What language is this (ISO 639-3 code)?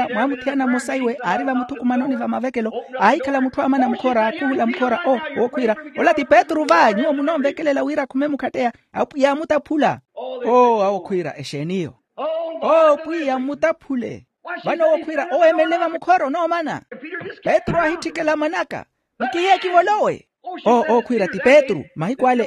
vmw